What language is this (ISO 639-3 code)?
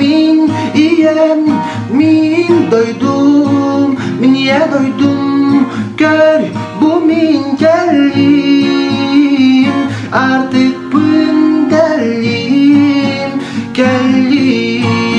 sah